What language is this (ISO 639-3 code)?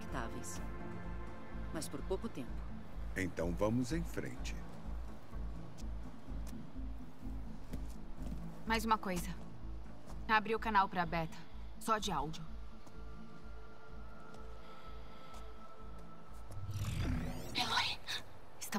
por